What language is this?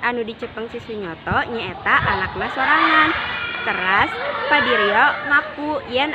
Sundanese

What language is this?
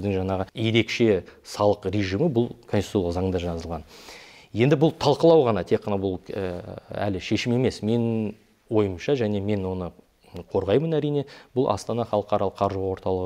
Kazakh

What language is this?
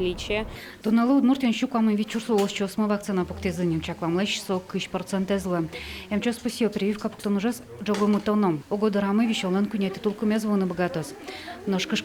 Udmurt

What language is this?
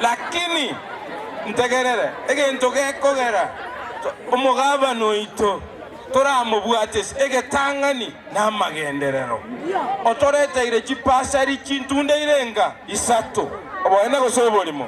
Gusii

